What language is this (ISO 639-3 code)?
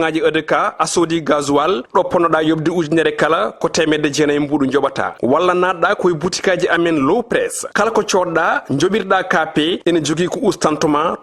ful